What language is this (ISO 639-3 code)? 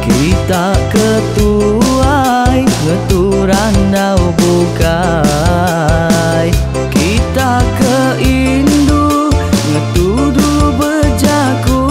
iba